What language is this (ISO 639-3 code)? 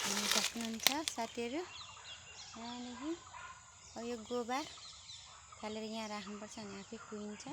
nep